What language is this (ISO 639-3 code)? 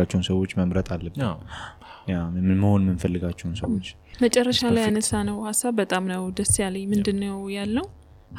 amh